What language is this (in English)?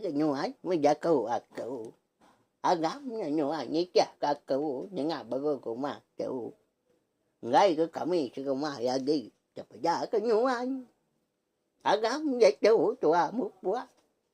Iban